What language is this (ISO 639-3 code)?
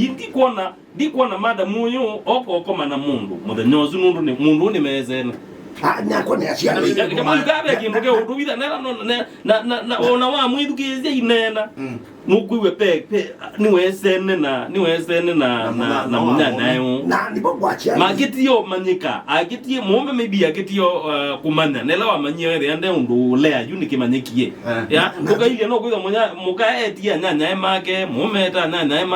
kam